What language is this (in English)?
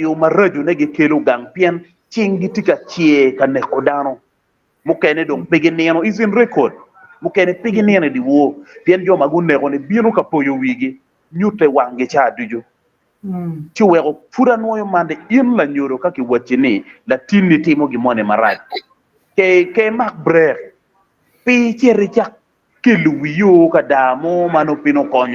Acoli